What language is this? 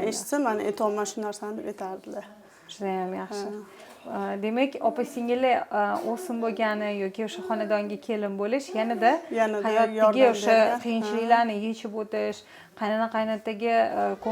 Uzbek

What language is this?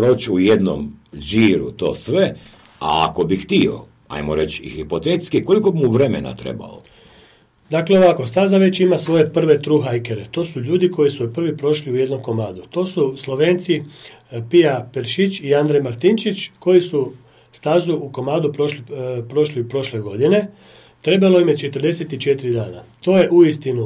Croatian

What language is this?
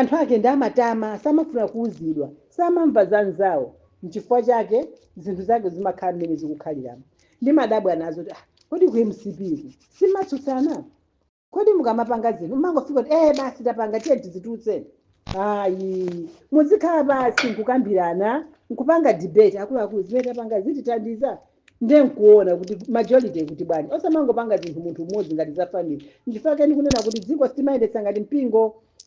Nyanja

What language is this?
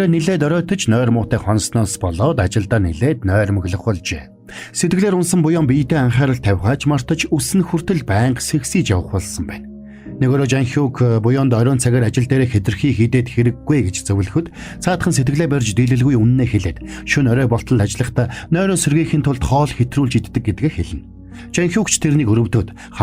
Mongolian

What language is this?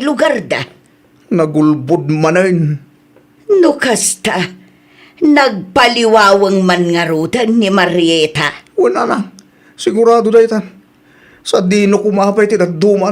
Iloko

